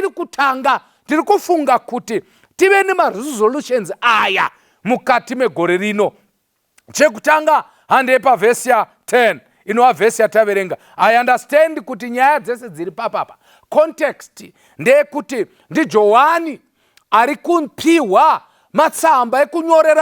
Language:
Shona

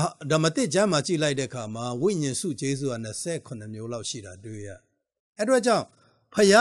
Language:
Burmese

